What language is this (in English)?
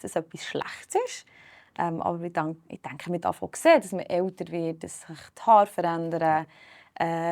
Swiss German